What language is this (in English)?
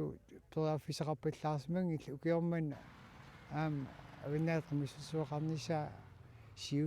Kalaallisut